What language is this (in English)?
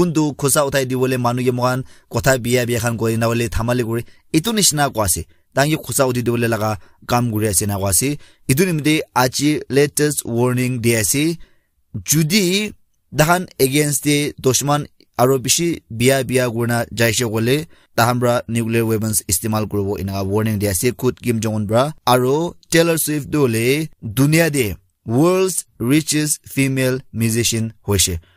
Naga Pidgin